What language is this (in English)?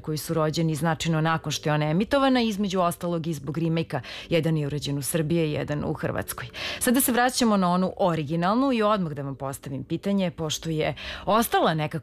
Serbian